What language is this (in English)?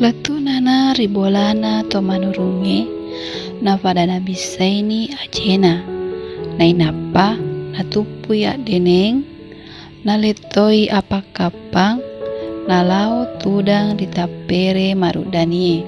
Buginese